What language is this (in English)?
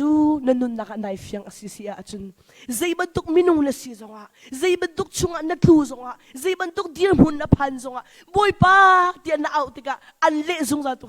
Hakha Chin